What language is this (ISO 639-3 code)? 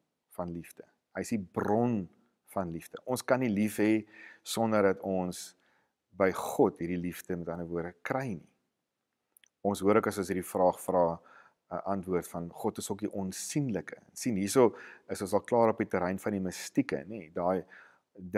afr